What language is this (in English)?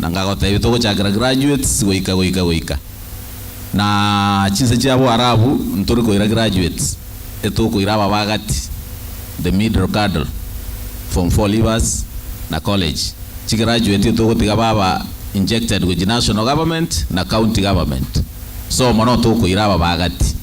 Gusii